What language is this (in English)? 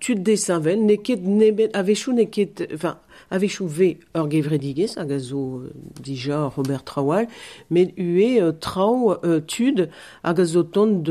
Breton